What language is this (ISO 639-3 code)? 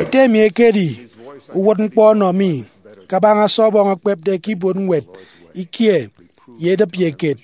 efi